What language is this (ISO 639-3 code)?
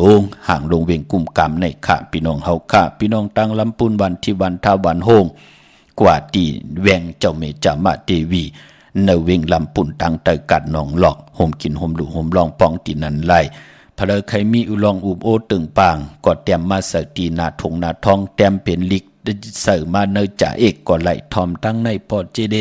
shn